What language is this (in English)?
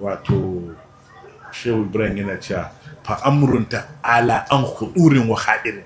Hausa